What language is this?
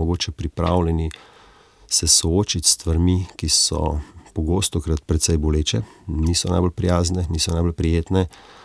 Slovenian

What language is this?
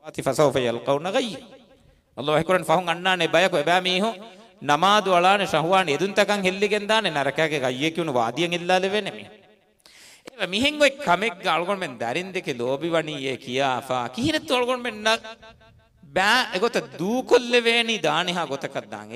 Divehi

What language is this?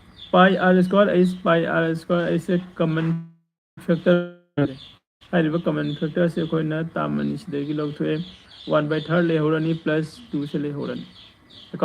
Manipuri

